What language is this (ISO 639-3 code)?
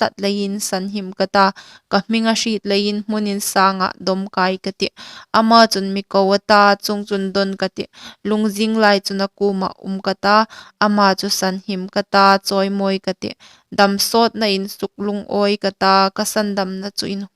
hmr